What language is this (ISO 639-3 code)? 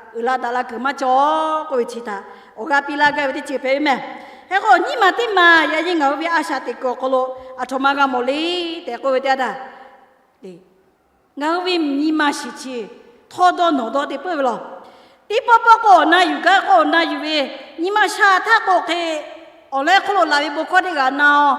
lhu